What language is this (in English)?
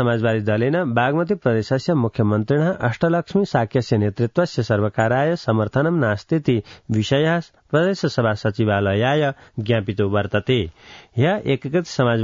Sanskrit